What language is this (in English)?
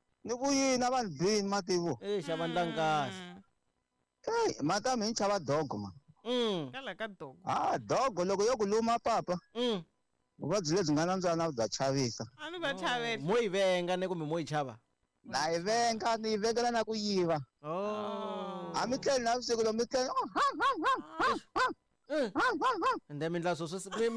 Tsonga